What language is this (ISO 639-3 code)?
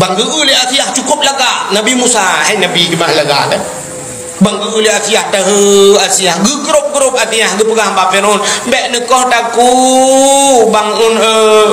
ace